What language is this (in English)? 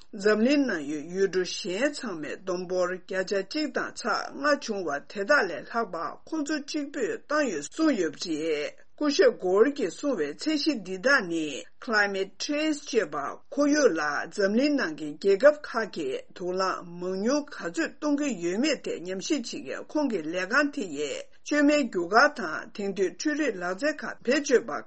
Tibetan